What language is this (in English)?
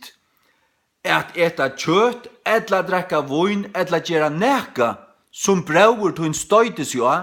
Faroese